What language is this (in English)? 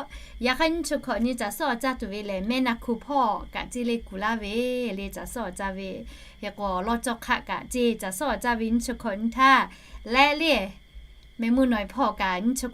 Lahu